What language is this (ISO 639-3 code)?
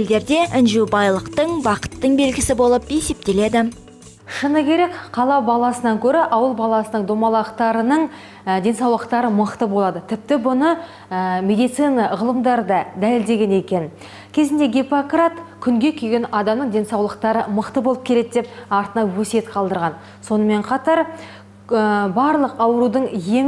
kaz